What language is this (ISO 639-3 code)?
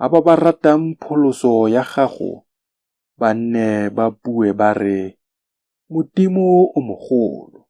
tsn